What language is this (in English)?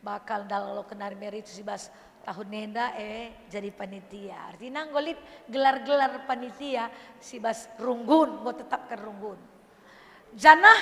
Batak Karo